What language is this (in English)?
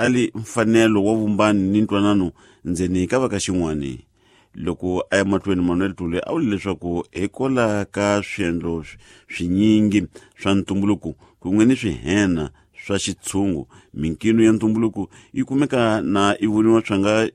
Tsonga